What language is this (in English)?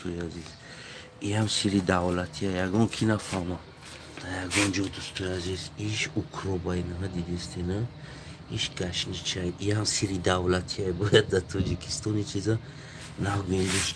Tajik